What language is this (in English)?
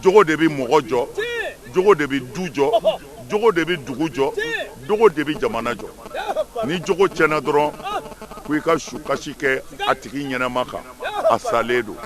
Bambara